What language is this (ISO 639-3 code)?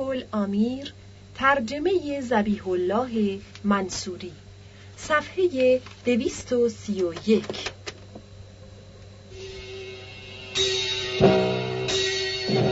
fas